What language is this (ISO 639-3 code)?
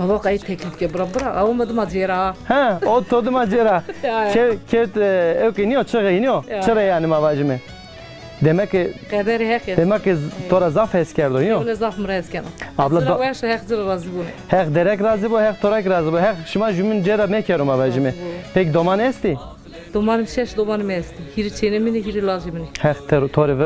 zza